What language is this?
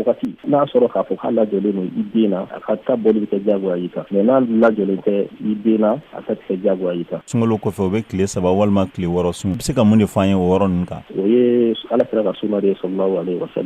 Bambara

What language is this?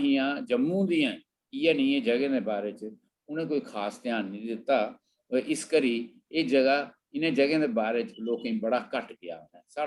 Dogri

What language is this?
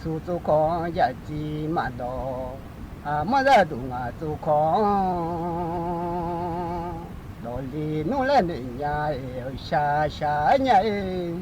Akha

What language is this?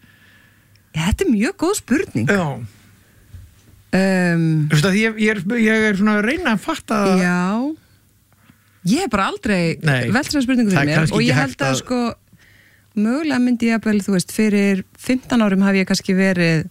Icelandic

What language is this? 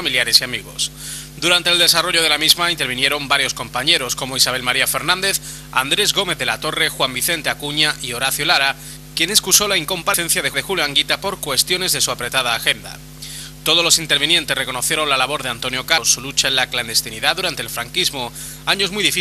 Spanish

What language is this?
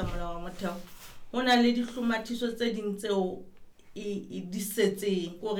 Southern Sotho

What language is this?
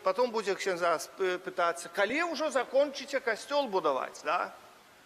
Belarusian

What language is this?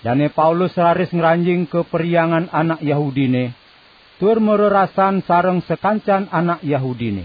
Balinese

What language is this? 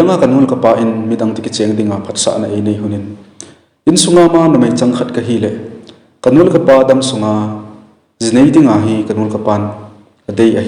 Thado Chin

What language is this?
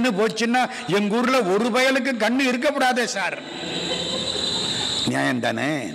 Tamil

